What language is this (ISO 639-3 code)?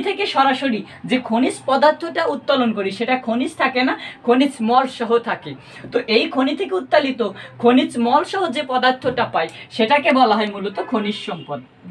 ben